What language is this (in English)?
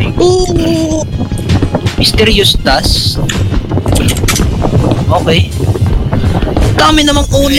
Filipino